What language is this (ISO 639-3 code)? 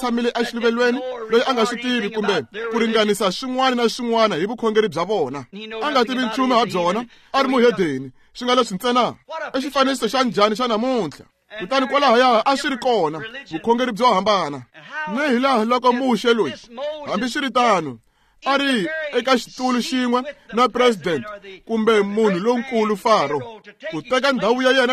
tso